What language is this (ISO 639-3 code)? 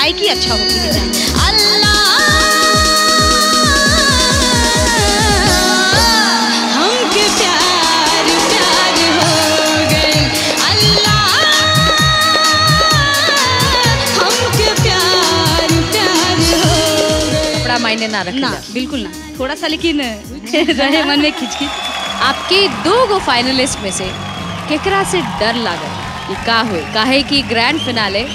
bho